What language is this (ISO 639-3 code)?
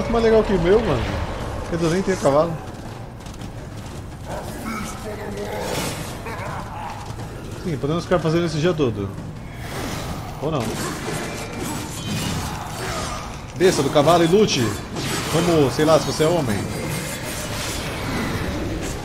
por